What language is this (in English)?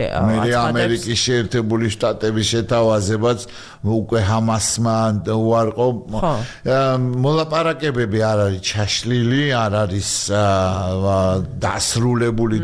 Georgian